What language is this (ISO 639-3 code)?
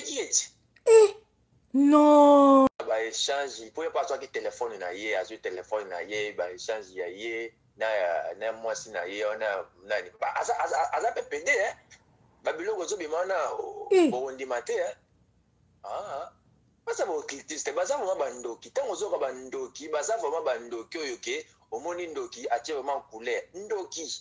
lin